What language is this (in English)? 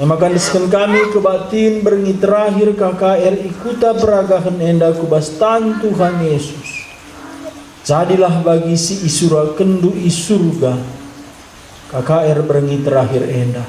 Batak Karo